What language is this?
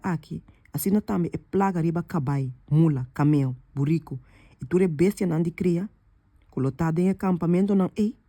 Papiamento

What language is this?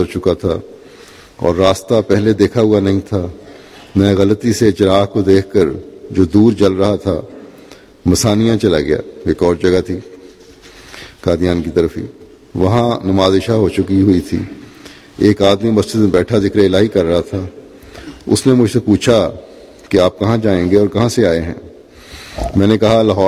Urdu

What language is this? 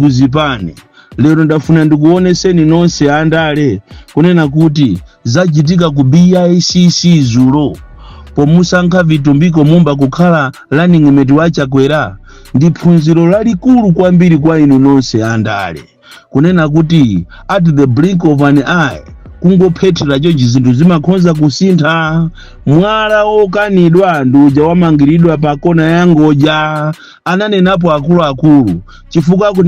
Nyanja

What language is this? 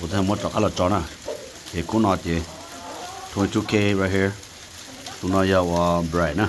Hmong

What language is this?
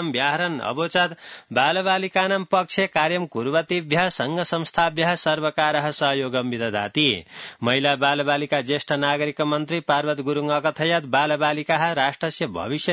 Sanskrit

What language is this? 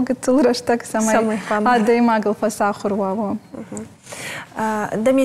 Ossetic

